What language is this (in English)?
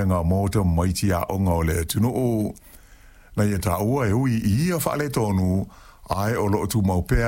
Samoan